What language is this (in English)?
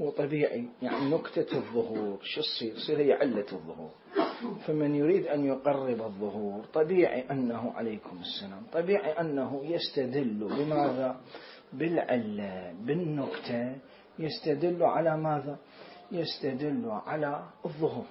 Mesopotamian Arabic